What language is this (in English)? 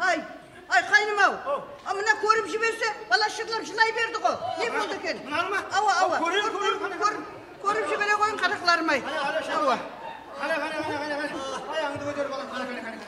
Kara-Kalpak